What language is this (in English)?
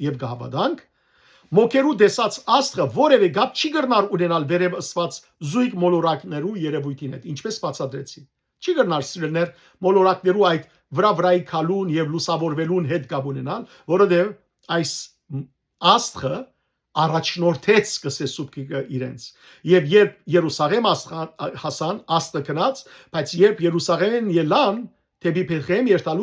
Western Armenian